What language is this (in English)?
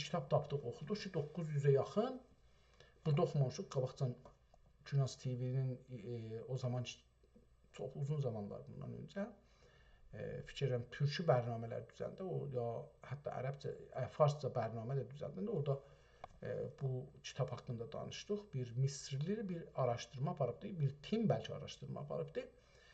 South Azerbaijani